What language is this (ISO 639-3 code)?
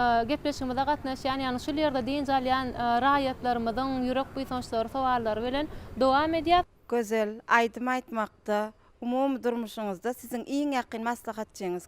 tuk